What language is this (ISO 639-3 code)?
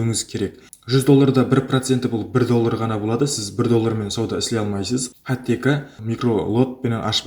kaa